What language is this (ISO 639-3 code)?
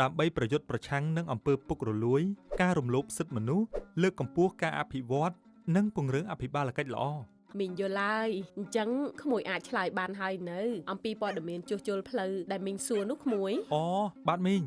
khm